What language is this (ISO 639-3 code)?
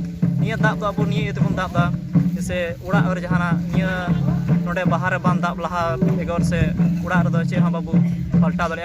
sat